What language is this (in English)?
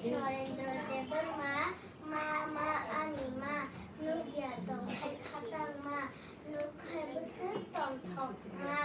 Kok Borok